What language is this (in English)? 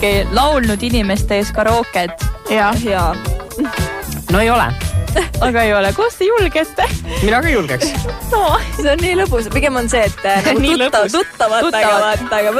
Estonian